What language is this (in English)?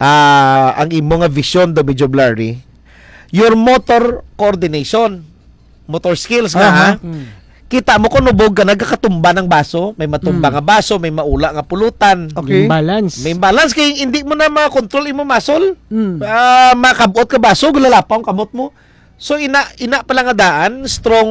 Hiligaynon